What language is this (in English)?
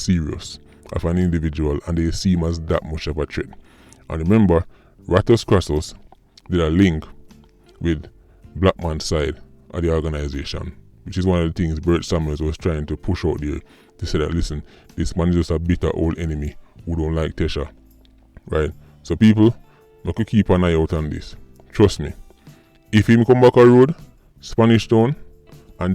Jamaican Creole English